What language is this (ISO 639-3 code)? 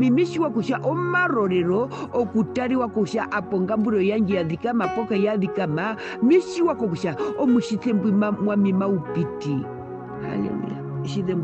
her